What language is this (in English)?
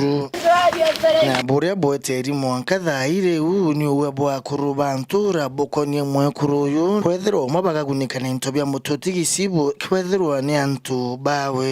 Meru